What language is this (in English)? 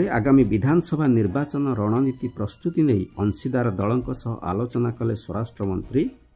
Odia